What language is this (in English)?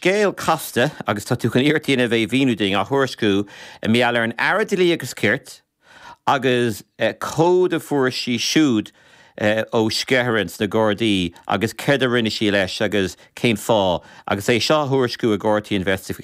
Irish